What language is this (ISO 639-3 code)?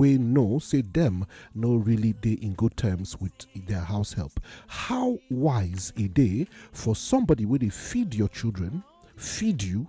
pcm